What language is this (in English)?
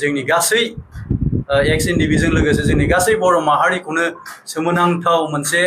Bodo